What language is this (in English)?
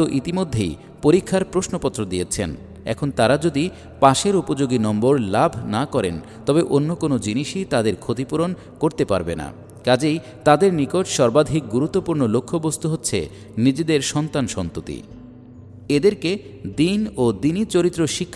Bangla